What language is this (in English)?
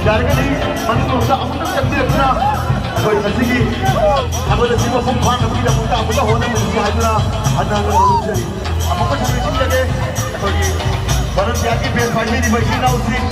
Manipuri